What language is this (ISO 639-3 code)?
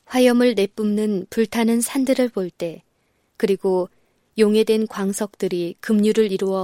kor